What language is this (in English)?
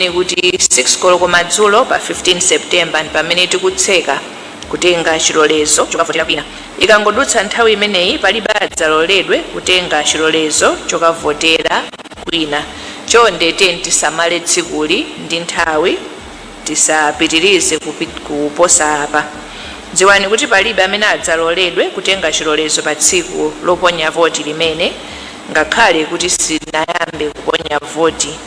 Nyanja